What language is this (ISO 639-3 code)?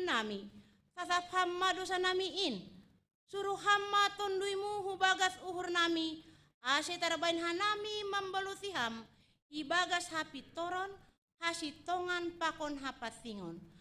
bts